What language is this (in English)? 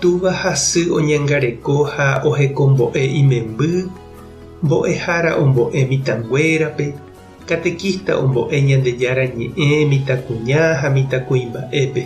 Guarani